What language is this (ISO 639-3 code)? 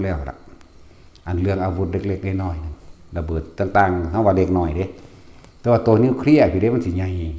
lao